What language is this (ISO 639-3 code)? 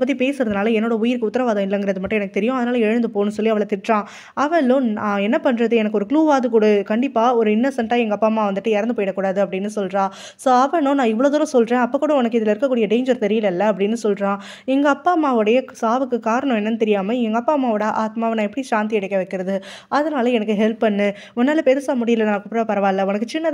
tam